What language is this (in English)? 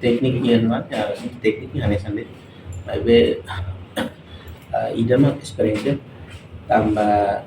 Tetum